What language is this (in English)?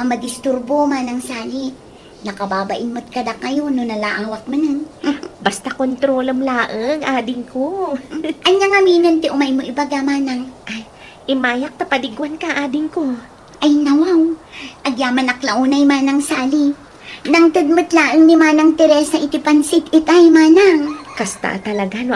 Iloko